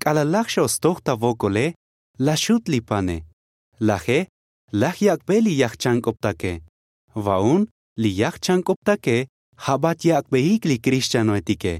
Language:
Tzotzil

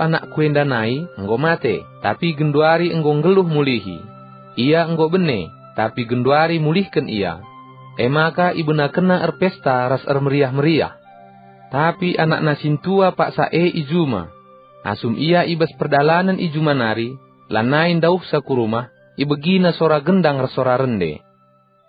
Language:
Batak Karo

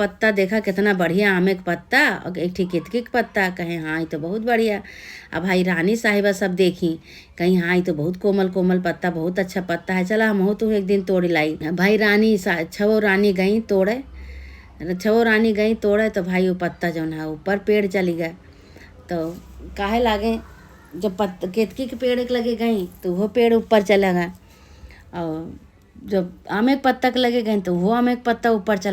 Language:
Awadhi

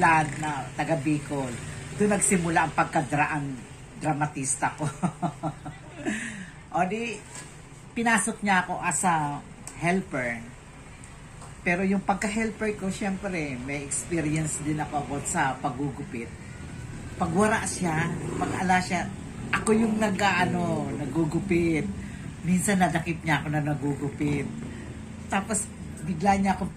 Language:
Filipino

